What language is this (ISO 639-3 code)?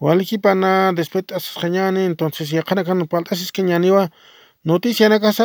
aym